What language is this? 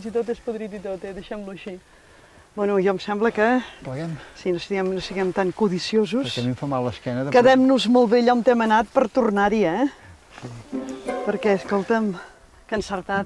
Catalan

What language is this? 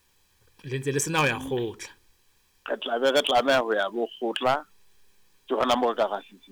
Southern Sotho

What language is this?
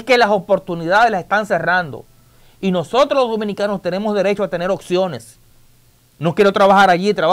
Spanish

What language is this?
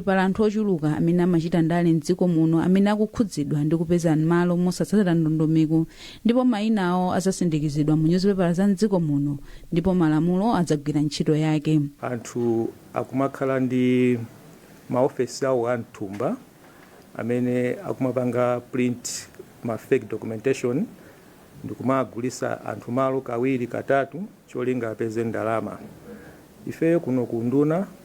Nyanja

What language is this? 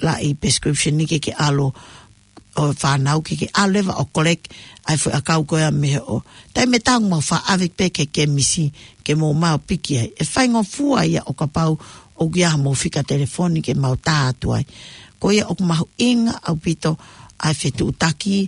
Tongan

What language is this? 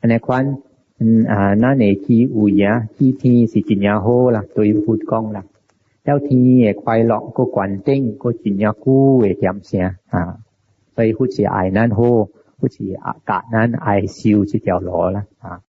Min Nan Chinese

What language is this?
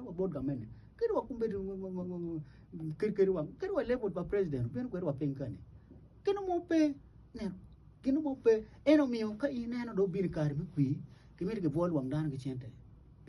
Acoli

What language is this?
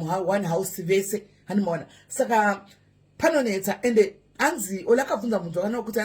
Shona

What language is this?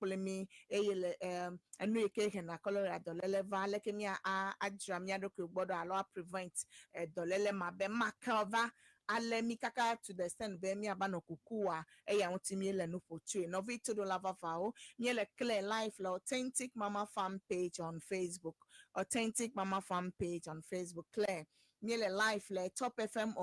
Ewe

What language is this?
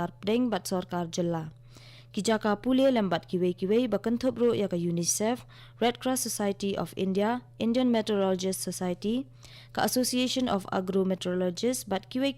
Khasi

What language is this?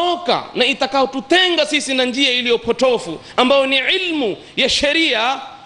Swahili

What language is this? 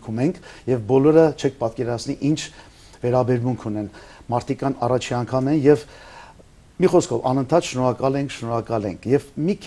Armenian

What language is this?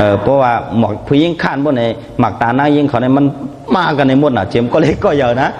Shan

